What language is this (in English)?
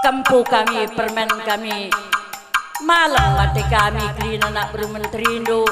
Batak Karo